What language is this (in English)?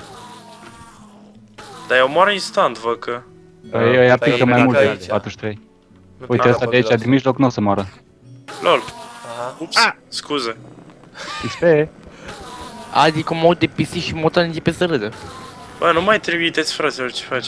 Romanian